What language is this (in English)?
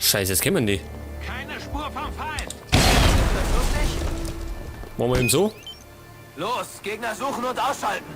Bavarian